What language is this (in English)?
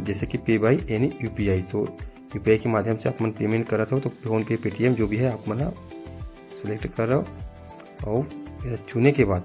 Chhattisgarhi